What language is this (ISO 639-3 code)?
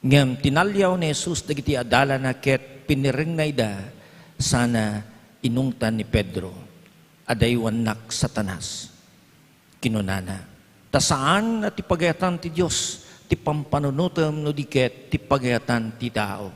ilo